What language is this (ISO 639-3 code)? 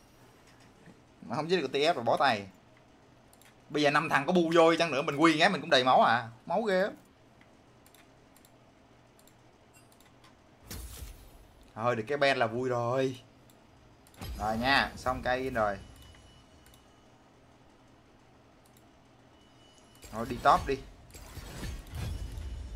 vie